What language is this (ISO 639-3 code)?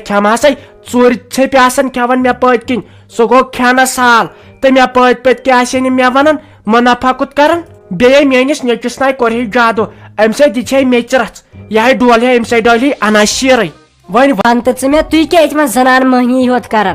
kas